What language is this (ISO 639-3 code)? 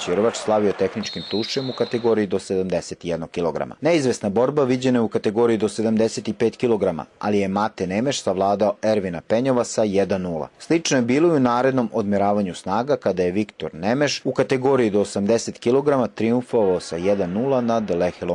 srp